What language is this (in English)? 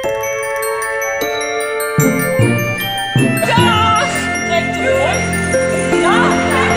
Dutch